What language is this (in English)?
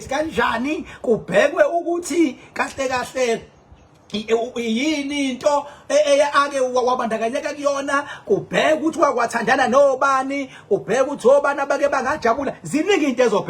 Zulu